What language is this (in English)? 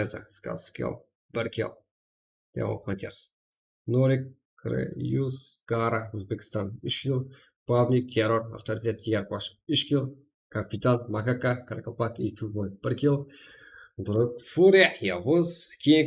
Kara-Kalpak